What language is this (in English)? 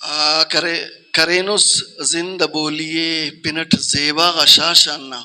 Brahui